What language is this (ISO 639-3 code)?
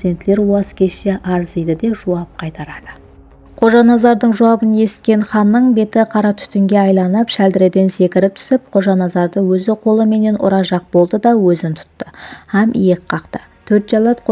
kaa